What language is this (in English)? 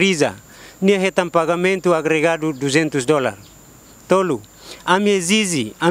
Tetum